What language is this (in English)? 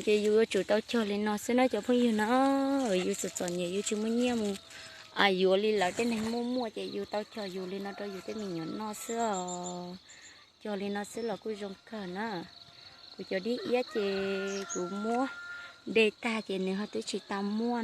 Hmong